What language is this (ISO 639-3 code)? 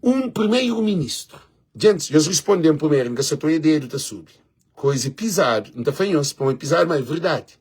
kea